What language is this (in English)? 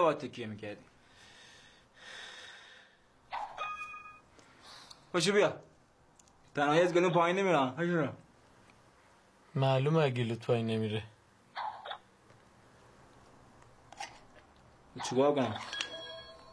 Persian